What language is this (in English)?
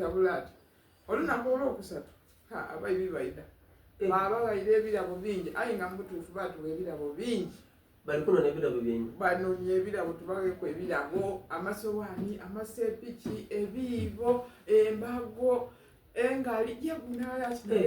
Soga